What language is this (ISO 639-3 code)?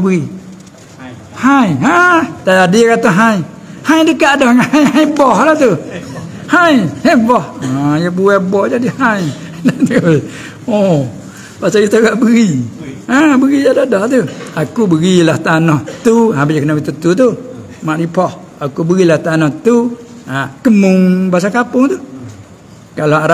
msa